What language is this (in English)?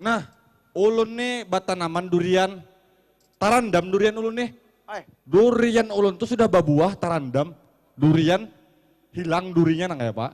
Banjar